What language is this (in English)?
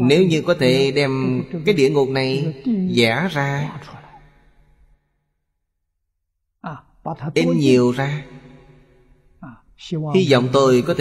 Vietnamese